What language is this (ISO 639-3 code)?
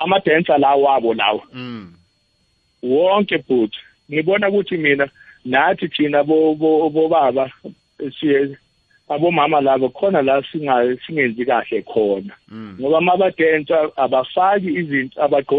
nbl